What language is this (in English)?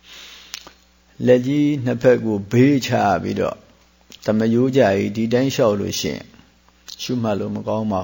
Burmese